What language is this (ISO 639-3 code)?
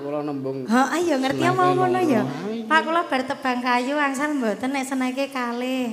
jav